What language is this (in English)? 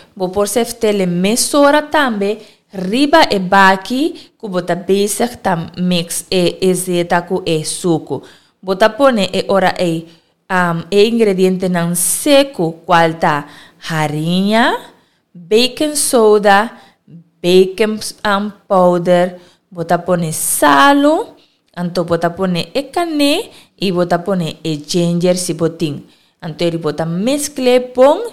Papiamento